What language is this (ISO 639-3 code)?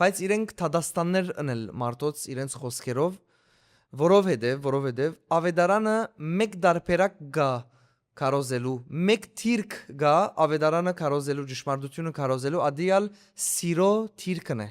hyw